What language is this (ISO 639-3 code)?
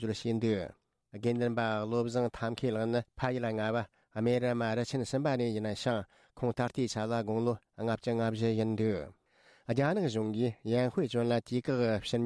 bod